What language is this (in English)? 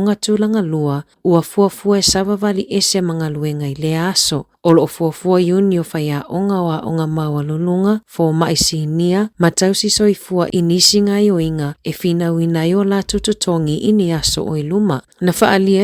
Samoan